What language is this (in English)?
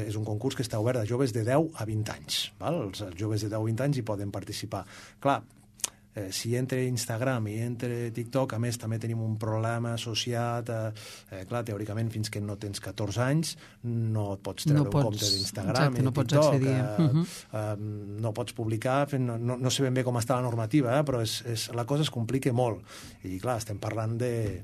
Catalan